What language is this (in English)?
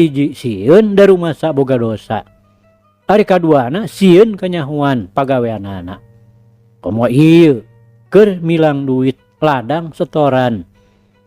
Sundanese